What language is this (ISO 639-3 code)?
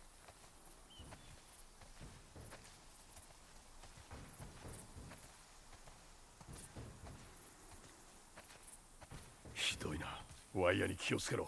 jpn